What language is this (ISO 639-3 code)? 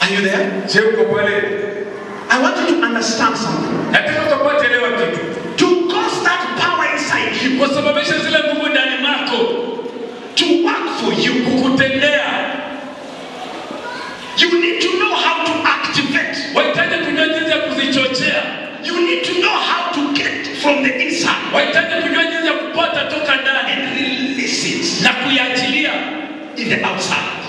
swa